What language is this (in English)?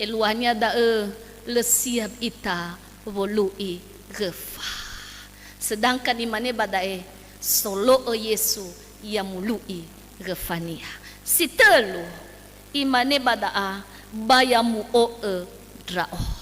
Nias